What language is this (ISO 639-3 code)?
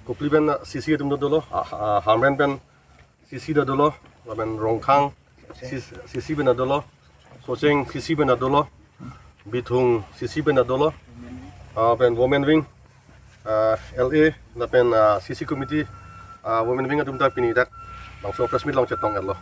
mjw